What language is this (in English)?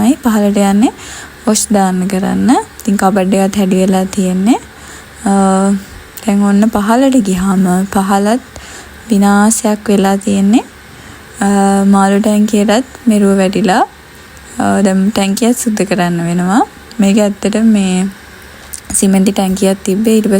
Sinhala